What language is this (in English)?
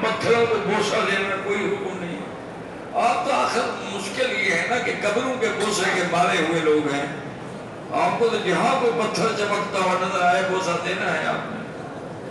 Urdu